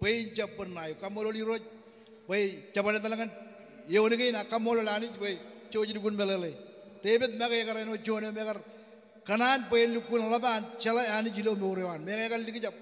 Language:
Marshallese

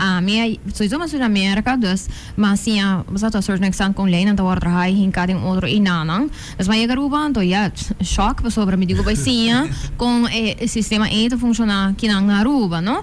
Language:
Papiamento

